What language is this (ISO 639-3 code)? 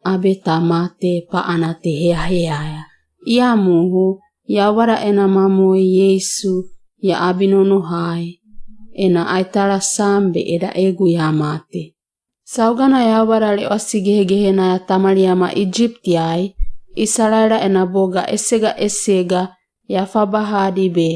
wgb